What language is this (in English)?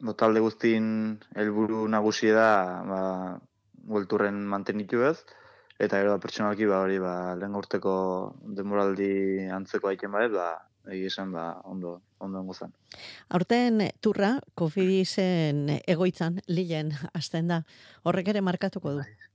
Basque